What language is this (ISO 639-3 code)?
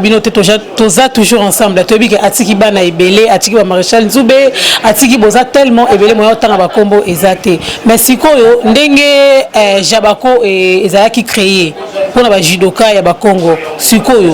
lin